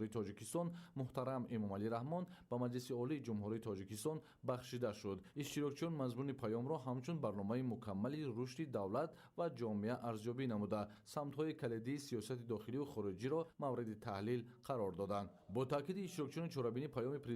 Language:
Tajik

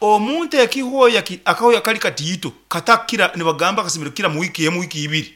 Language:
Nyankole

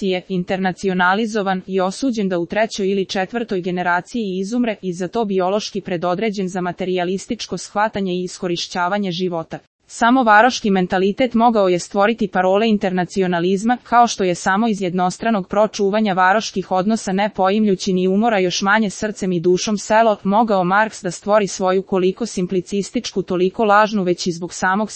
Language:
Serbian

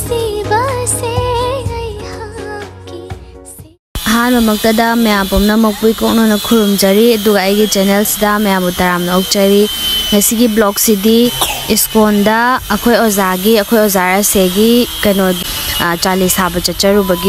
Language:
Manipuri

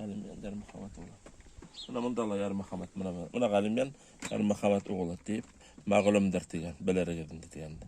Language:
Bashkir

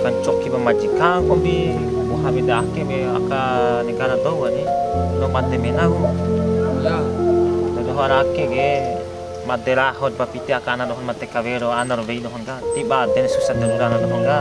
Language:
Bima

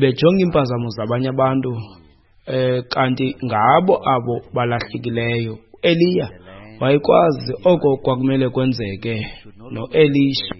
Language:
Xhosa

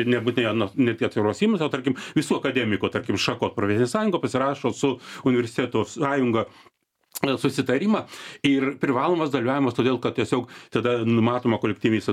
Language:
Lithuanian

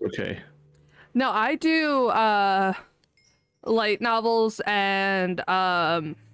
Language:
English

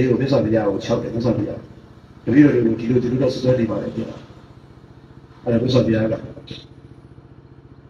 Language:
Burmese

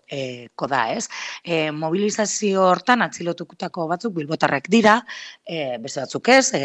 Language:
Basque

